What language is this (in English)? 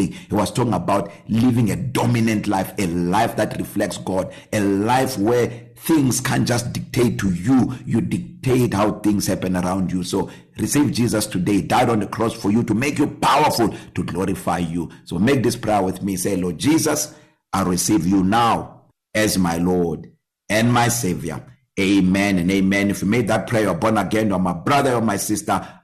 English